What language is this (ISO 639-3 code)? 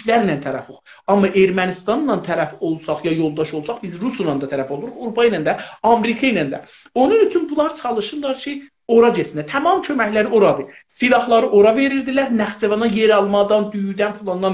azb